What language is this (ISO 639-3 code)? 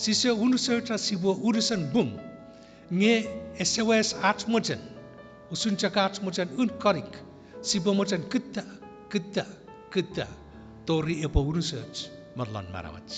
chk